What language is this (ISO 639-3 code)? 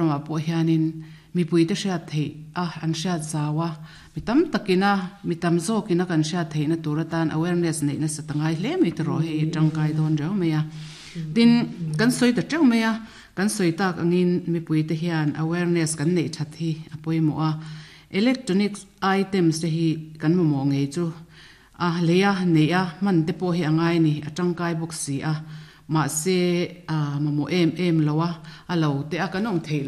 lus